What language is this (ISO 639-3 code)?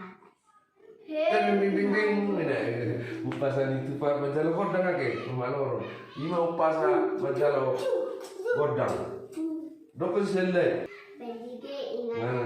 bbc